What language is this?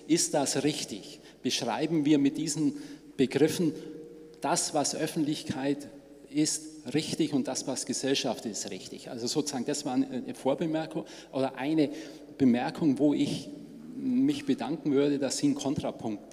German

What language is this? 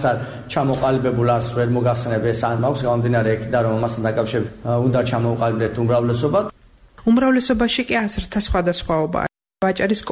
Georgian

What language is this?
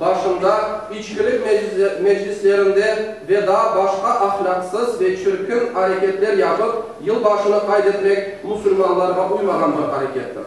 Crimean Tatar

